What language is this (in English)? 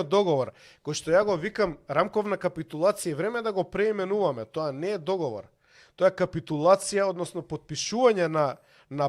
Macedonian